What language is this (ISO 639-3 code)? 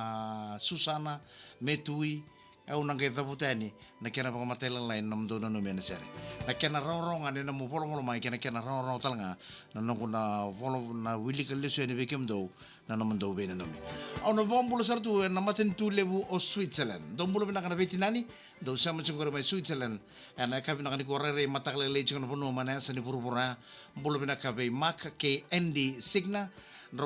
fij